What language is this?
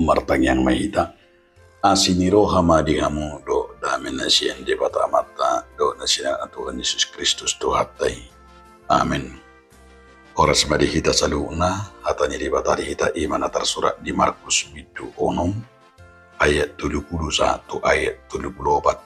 Batak Toba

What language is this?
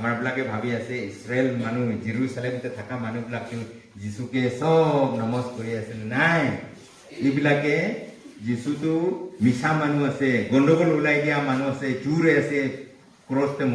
Naga Pidgin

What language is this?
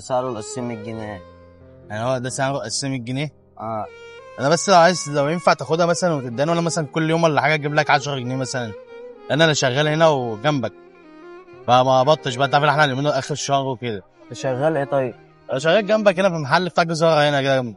Egyptian Arabic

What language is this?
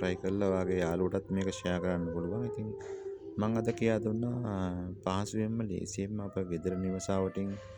Sinhala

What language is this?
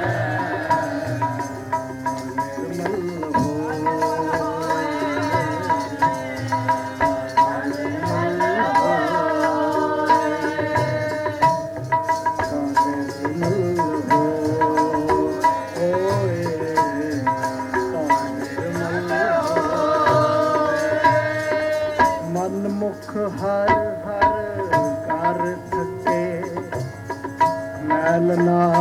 Punjabi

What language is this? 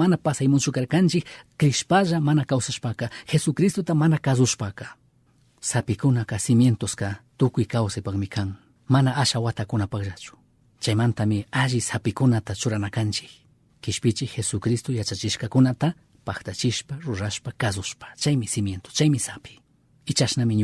Chimborazo Highland Quichua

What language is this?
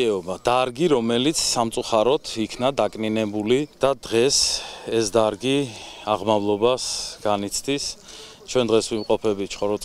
Georgian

